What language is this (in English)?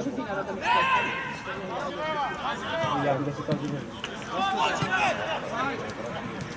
Serbian